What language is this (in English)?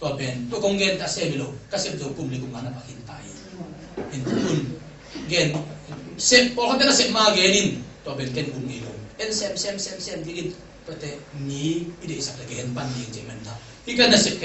Tedim Chin